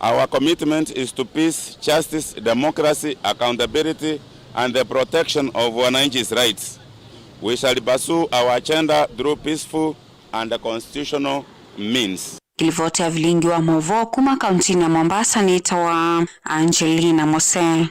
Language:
Kamba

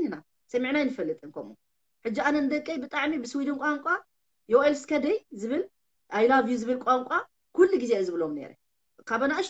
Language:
Tigrinya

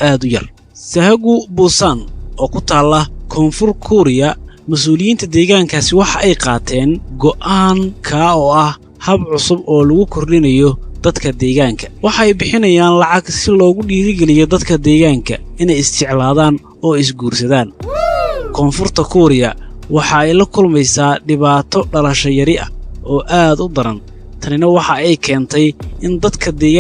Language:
Somali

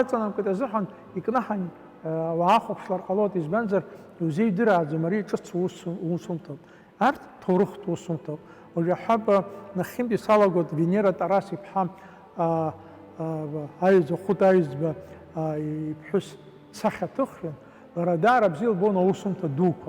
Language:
Abkhazian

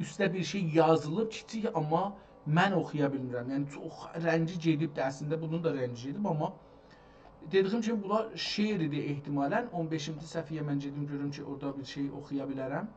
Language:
South Azerbaijani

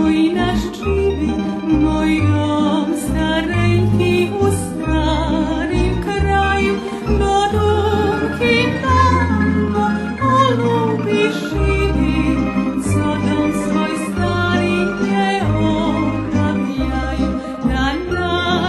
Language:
Rusyn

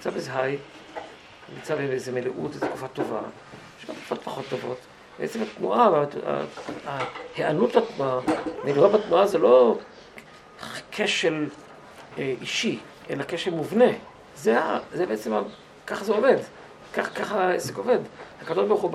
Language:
Hebrew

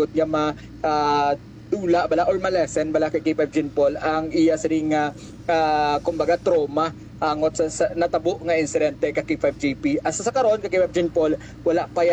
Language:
Hiligaynon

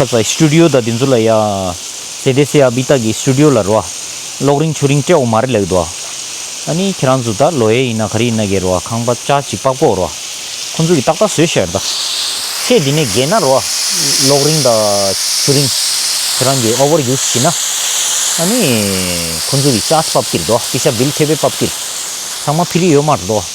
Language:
Tibetan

